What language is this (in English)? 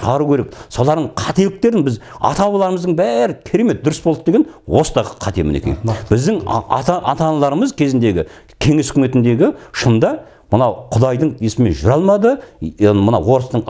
Kazakh